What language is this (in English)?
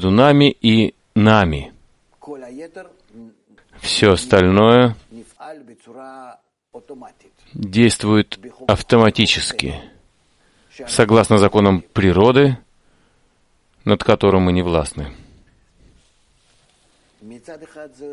Russian